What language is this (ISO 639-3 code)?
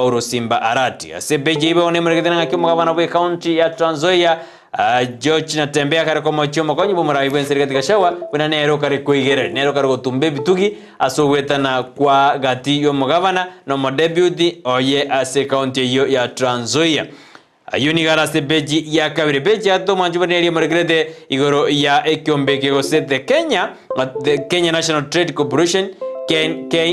guz